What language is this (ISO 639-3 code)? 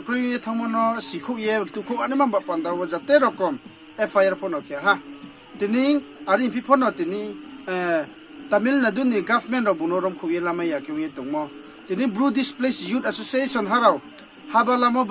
ria